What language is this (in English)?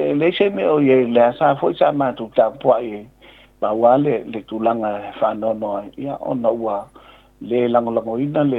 Samoan